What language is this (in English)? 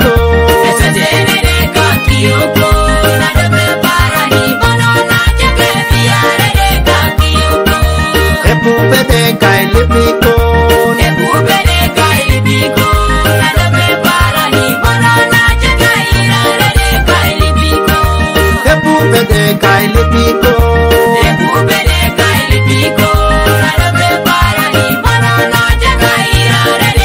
Teso